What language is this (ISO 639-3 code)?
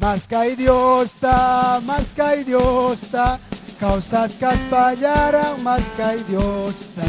quy